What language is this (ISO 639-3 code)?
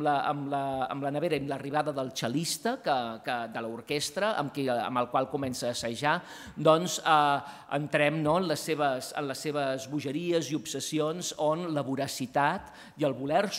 cat